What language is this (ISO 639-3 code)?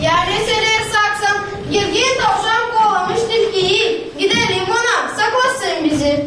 gag